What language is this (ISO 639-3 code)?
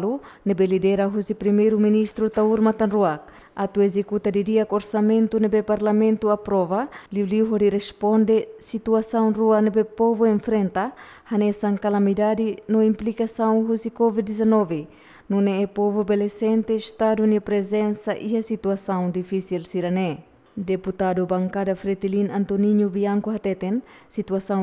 tet